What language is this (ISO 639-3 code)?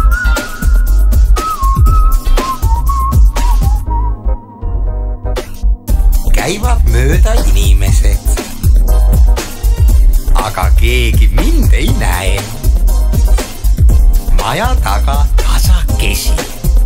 est